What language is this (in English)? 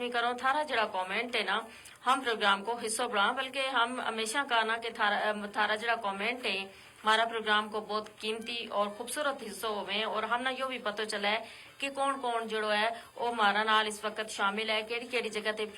Gujari